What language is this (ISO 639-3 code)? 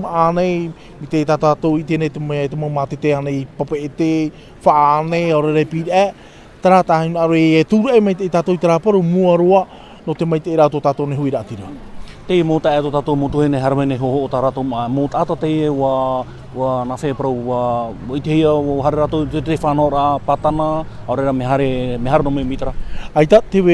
tah